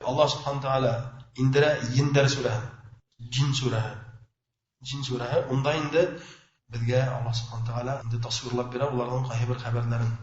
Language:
Bashkir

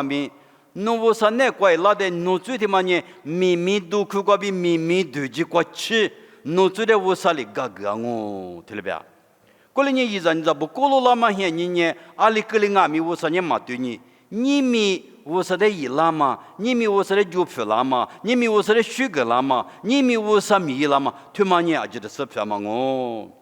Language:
Lisu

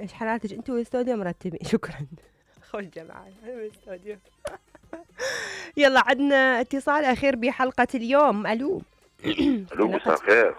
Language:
Mesopotamian Arabic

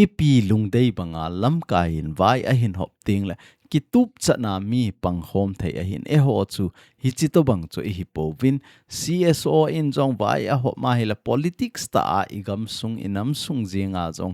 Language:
Thado Chin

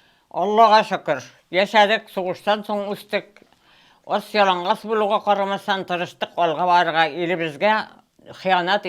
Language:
Tatar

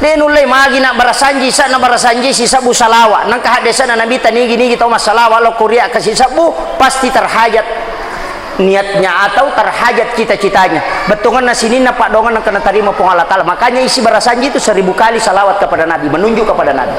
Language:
Buginese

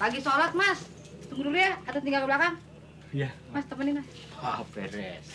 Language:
Betawi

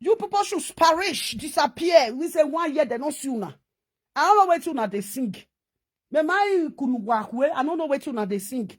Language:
Nigerian Pidgin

